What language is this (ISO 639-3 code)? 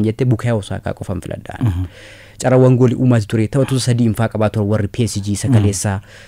orm